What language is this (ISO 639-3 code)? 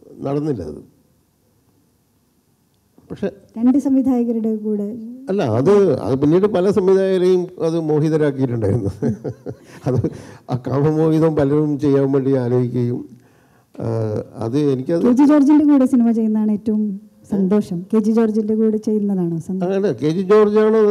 mal